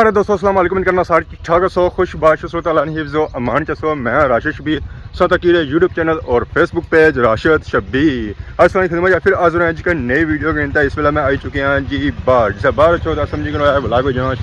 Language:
Pahari-Potwari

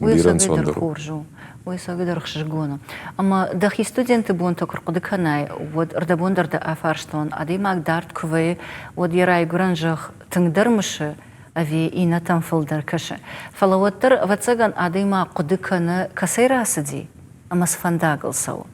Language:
Ossetic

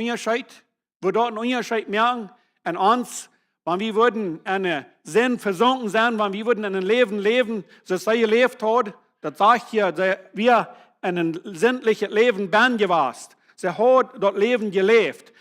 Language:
Plautdietsch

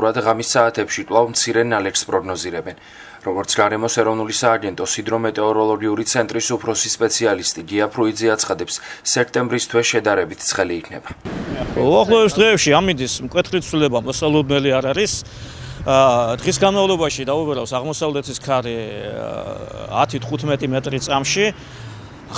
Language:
Georgian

